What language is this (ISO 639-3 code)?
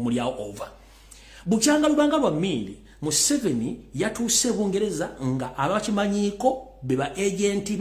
lug